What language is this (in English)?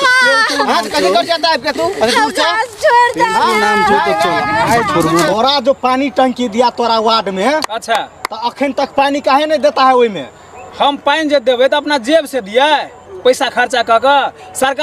Maithili